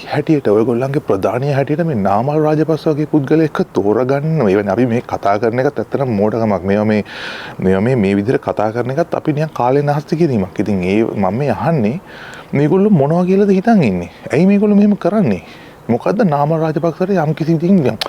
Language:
Sinhala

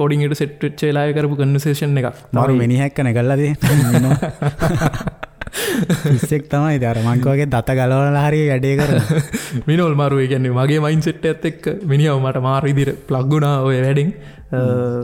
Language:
Sinhala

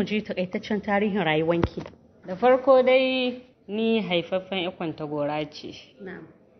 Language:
Hausa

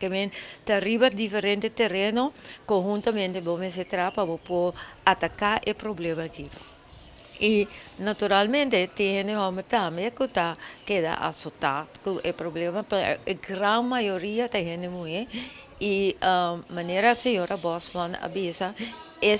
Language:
Papiamento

